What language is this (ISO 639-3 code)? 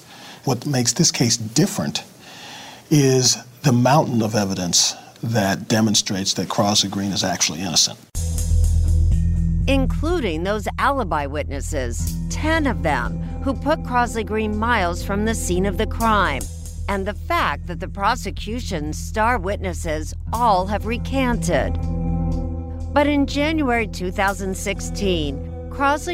eng